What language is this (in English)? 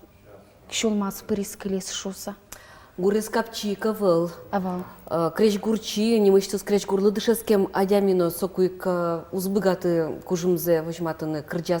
Udmurt